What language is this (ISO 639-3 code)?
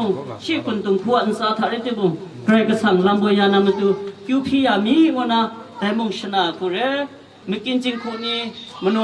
kac